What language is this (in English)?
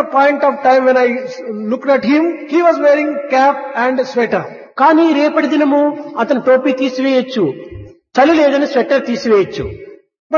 Telugu